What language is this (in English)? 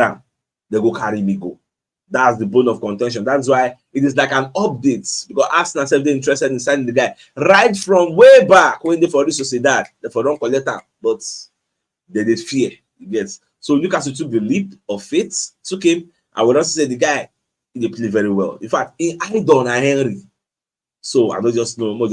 Nigerian Pidgin